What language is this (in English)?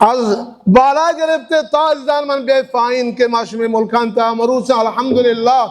Baluchi